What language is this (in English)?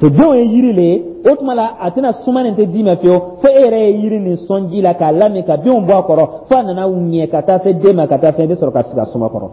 Dyula